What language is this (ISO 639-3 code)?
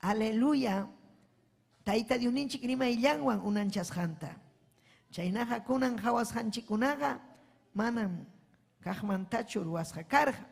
quy